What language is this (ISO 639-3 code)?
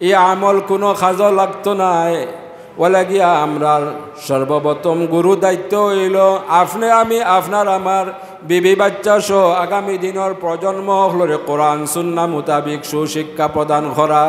syl